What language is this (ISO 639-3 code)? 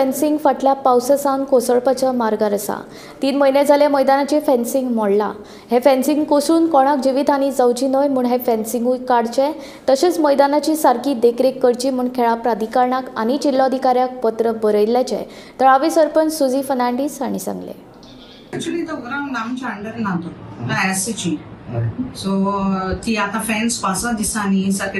kok